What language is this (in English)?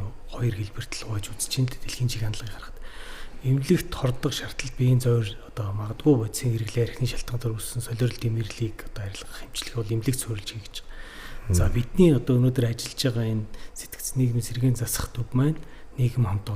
Mongolian